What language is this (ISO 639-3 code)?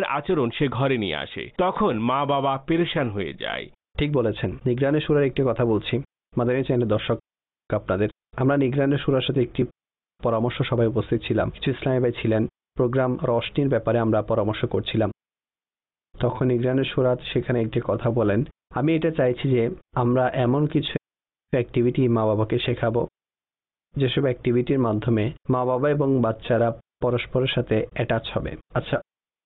ben